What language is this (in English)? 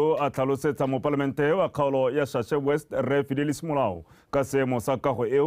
Tswana